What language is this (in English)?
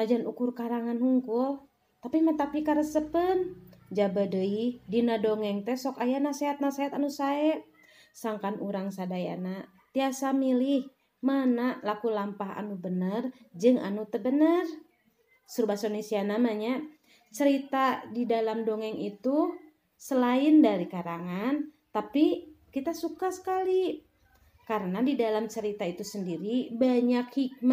Sundanese